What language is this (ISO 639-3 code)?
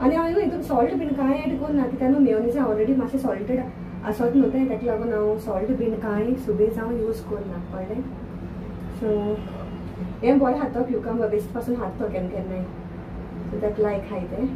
kok